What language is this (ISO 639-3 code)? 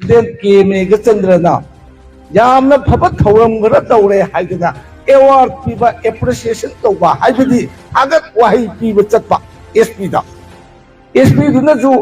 mni